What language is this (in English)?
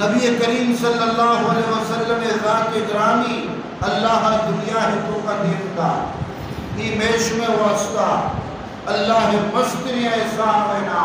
Eastern Balochi